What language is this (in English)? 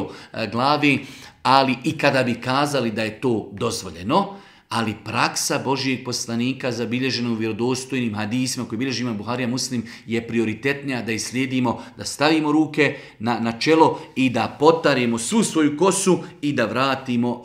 Bosnian